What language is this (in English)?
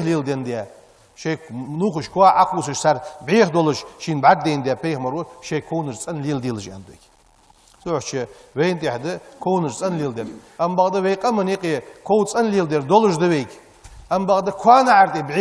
Ingush